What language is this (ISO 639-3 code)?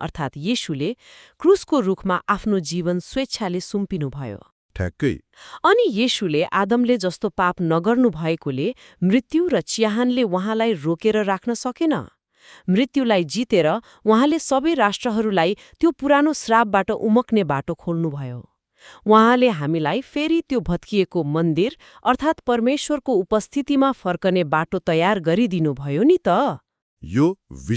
nep